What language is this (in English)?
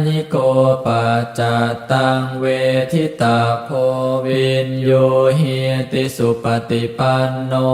Pali